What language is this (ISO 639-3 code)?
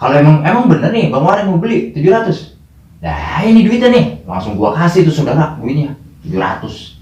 bew